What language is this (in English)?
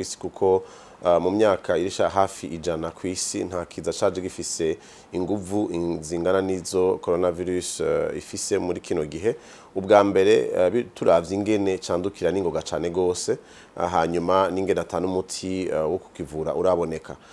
Rundi